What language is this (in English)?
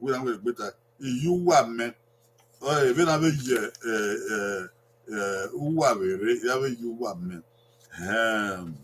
Bini